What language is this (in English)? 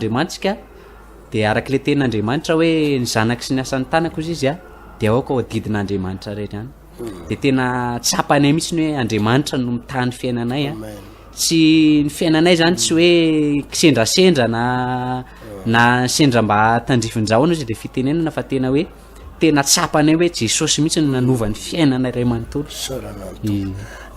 Malagasy